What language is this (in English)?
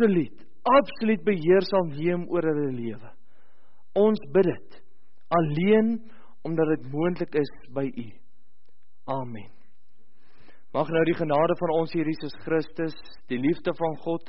Afrikaans